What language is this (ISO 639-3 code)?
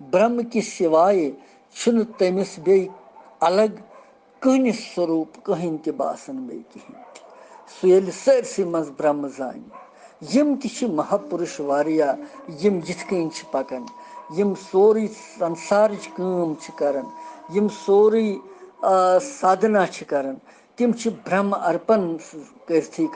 kas